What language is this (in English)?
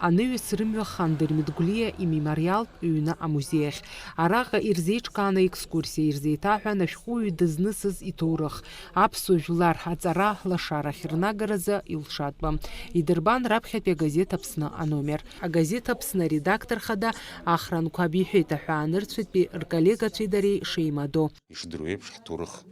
Abkhazian